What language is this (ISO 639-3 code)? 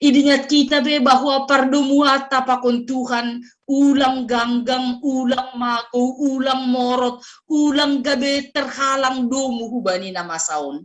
bts